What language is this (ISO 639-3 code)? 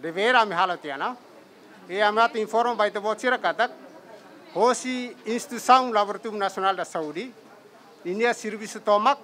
tet